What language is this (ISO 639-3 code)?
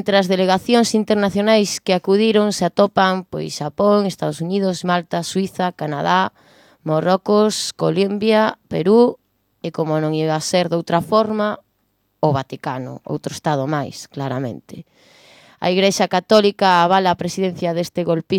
glg